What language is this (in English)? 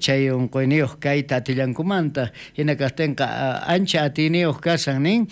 South Bolivian Quechua